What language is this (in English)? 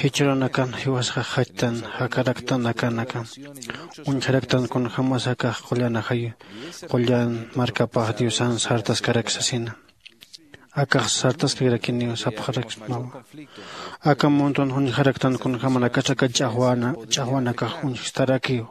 Aymara